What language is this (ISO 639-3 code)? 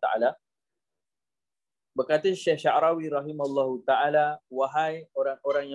msa